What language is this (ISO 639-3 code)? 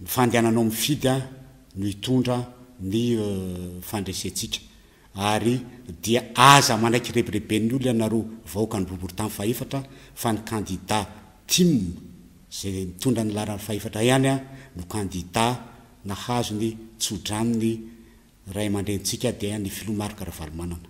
mlg